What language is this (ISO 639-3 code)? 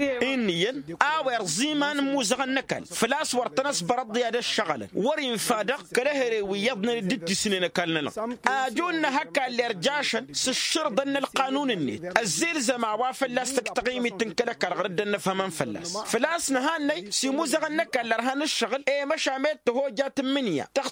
taq